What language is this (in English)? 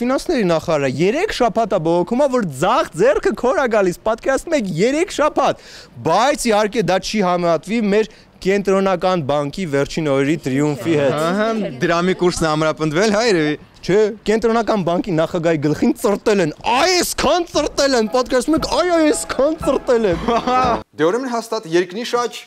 Armenian